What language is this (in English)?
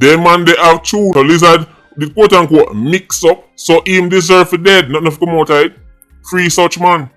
Jamaican Creole English